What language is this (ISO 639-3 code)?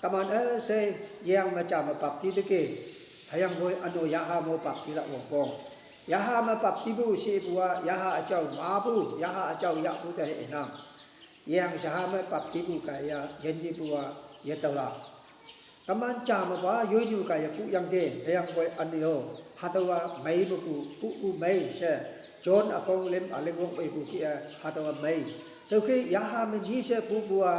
nbe